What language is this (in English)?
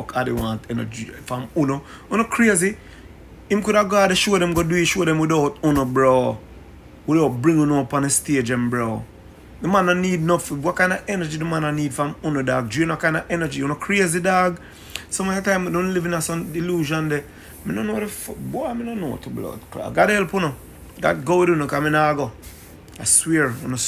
Jamaican Creole English